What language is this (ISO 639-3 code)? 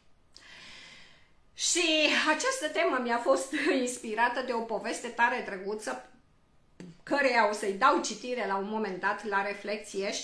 ron